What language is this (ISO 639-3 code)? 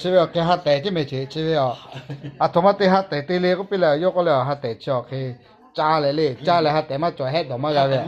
lhu